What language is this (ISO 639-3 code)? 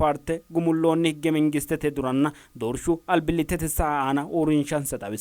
sid